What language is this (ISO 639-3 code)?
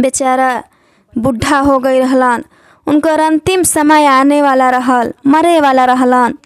bho